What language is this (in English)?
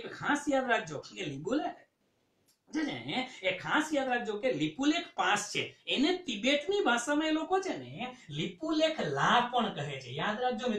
Gujarati